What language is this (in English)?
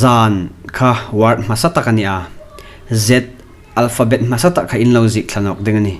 Hmar